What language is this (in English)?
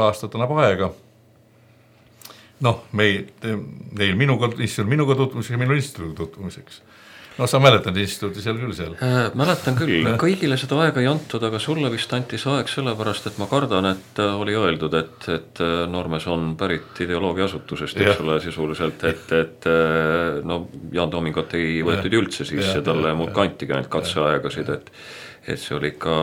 Estonian